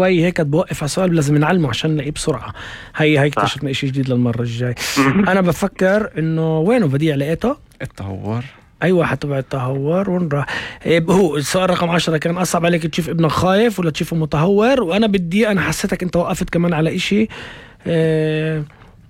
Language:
North Levantine Arabic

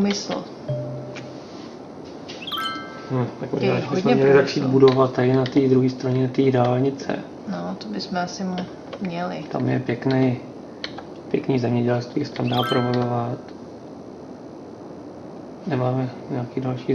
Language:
Czech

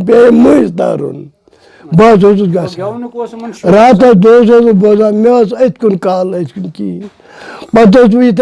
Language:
Kashmiri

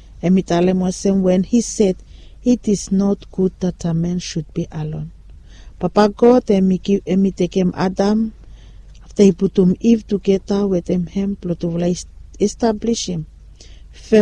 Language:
Bislama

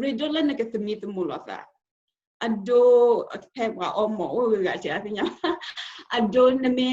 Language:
S'gaw Karen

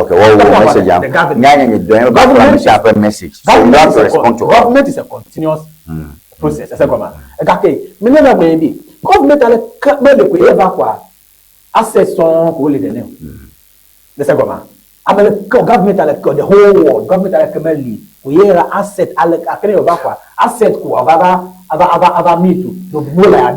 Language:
Ewe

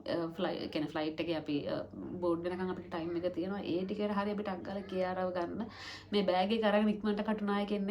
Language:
Sinhala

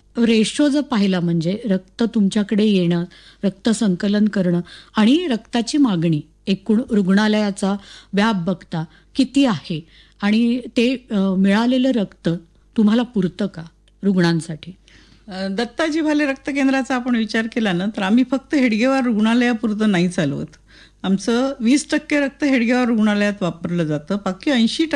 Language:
Marathi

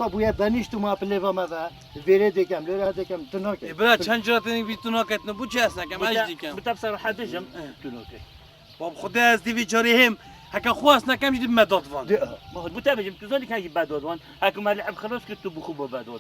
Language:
Kurdish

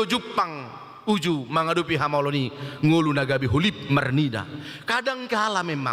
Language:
Batak Toba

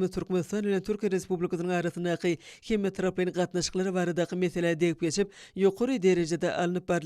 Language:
Turkmen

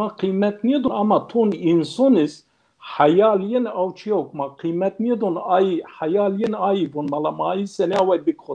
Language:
Zaza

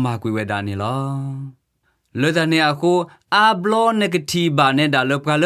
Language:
S'gaw Karen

